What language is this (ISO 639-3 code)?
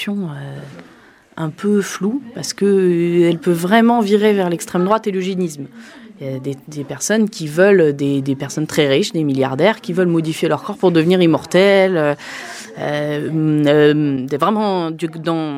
fra